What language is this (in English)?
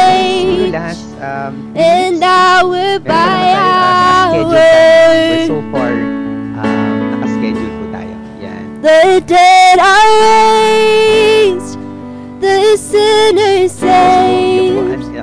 Filipino